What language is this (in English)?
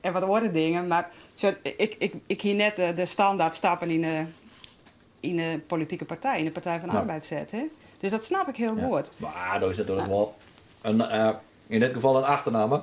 Western Frisian